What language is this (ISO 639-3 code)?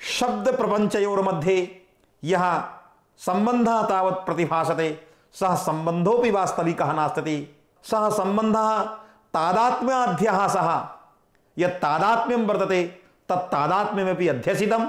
san